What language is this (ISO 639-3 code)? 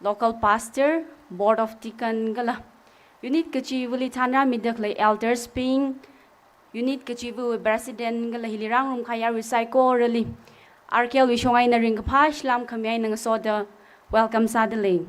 nmf